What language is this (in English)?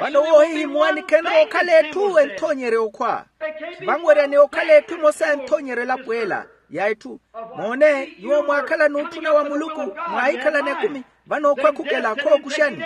Makhuwa